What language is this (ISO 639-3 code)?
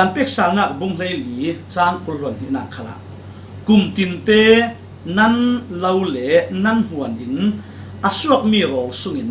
cfm